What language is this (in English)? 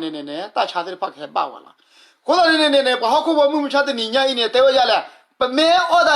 S'gaw Karen